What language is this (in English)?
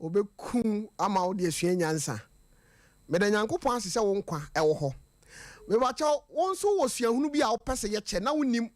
Akan